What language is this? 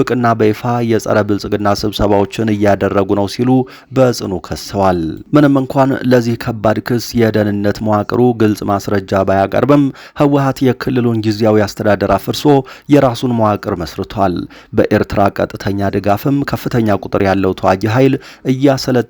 Amharic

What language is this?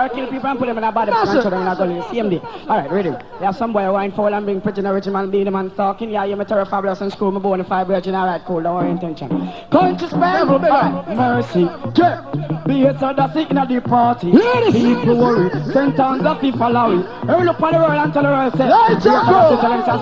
Jamaican Creole English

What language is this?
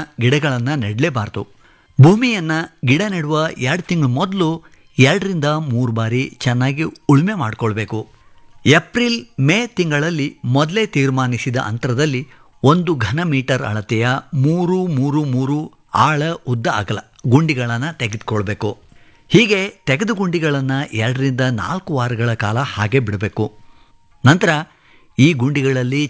Kannada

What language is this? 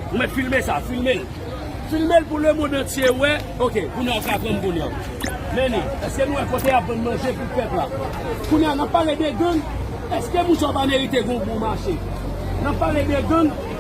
Haitian Creole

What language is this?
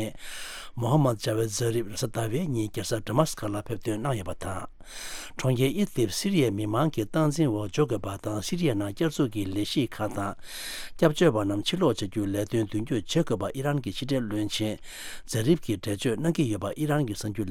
Tibetan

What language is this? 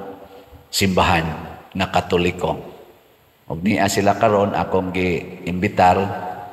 Cebuano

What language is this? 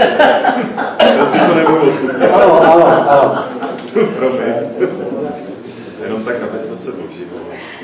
Czech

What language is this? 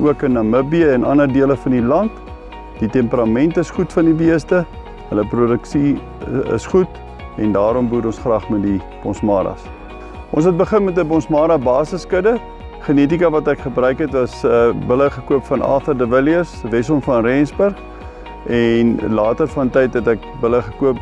Afrikaans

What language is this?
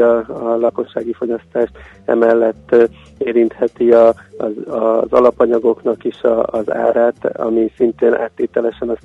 Hungarian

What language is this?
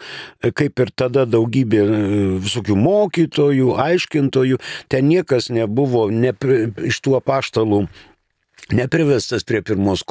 Lithuanian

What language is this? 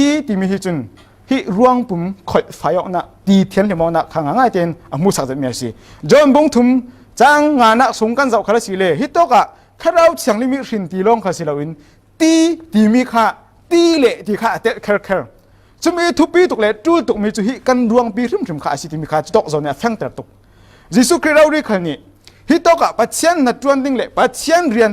Falam Chin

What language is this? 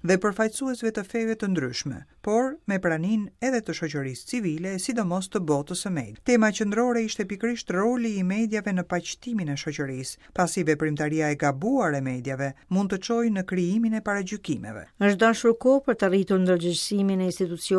Albanian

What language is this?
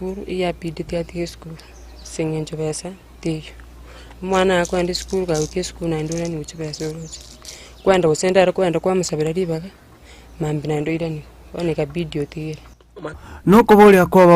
Gusii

